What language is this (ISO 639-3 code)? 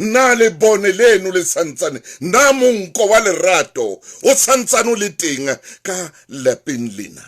sot